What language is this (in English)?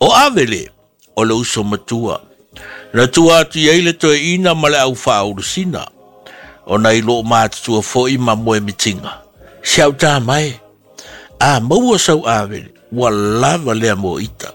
Samoan